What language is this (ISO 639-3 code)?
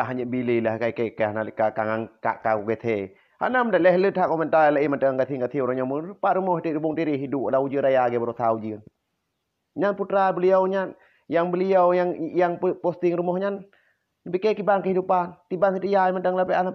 ace